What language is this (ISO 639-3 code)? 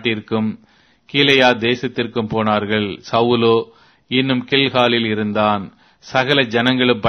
tam